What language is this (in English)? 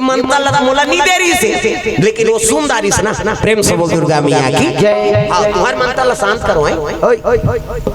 Chhattisgarhi